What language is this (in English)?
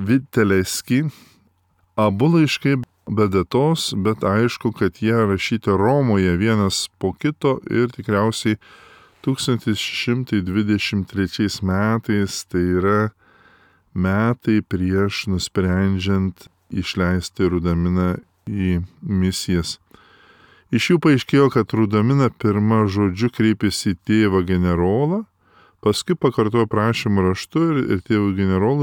Lithuanian